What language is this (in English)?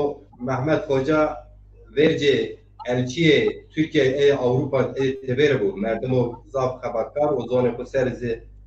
Zaza